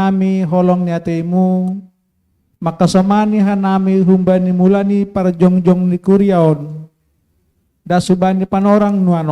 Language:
Batak Simalungun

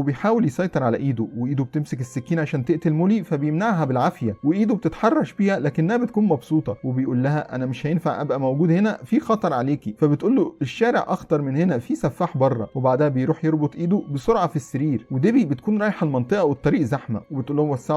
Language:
Egyptian Arabic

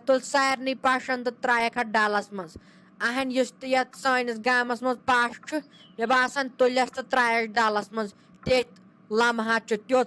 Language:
Kashmiri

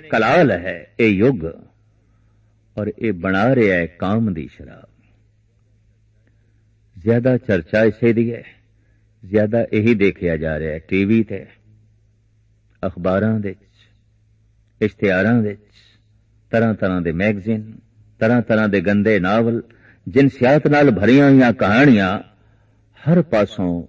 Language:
Punjabi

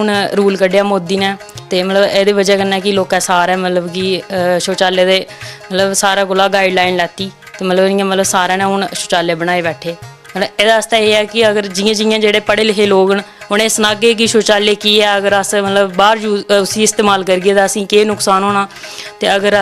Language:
Dogri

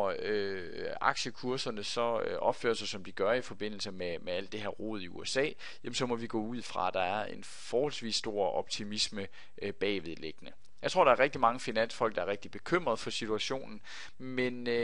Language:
Danish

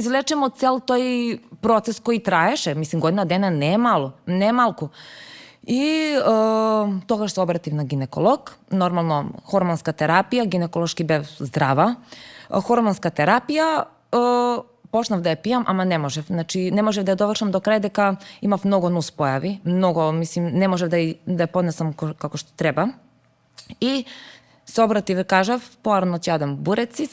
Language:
Macedonian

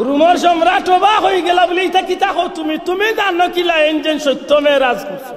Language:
Sylheti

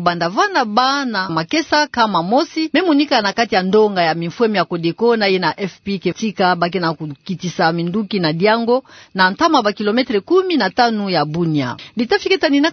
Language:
Kituba (Democratic Republic of Congo)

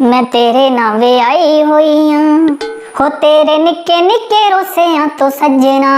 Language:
Dogri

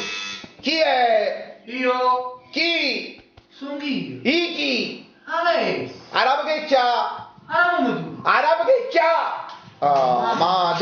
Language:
Neapolitan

